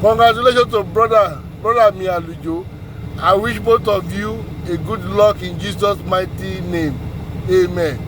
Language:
Yoruba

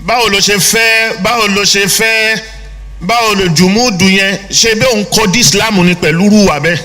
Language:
Yoruba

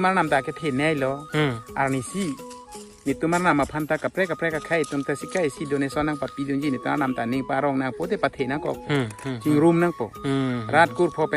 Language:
Karbi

